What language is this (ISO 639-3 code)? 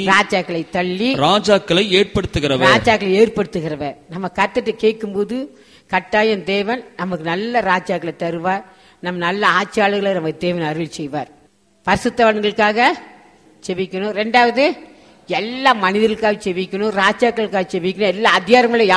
tam